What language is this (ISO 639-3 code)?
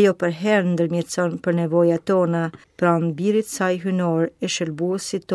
sqi